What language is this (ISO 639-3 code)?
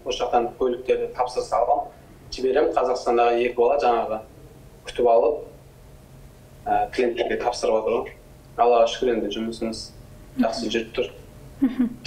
kaz